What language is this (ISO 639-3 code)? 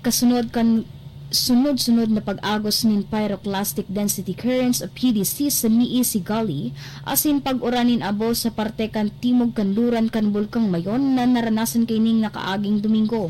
bik